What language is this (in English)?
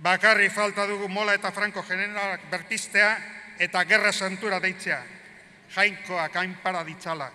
Basque